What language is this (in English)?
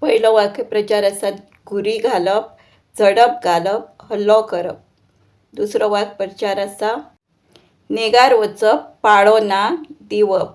Konkani